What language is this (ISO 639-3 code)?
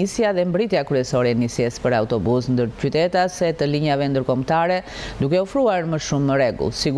sqi